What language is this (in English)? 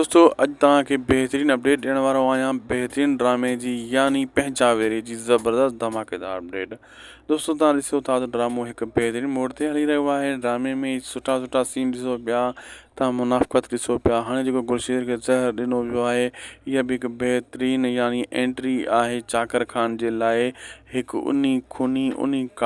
Sindhi